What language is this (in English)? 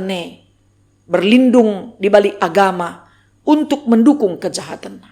Batak Karo